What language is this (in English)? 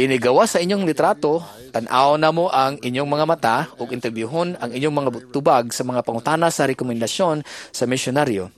Cebuano